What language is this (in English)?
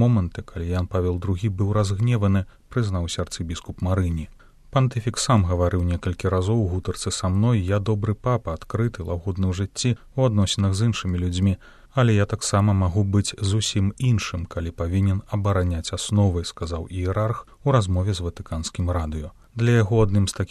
Belarusian